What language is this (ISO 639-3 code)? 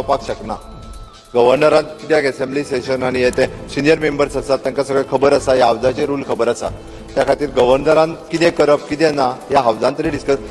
kok